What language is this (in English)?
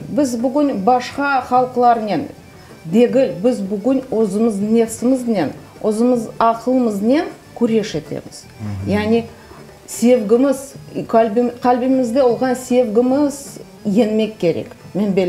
Crimean Tatar